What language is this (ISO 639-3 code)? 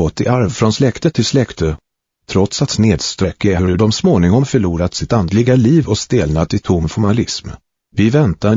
swe